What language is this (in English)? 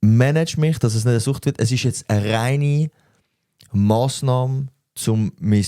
Swiss German